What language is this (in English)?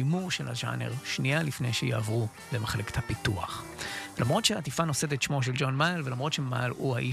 Hebrew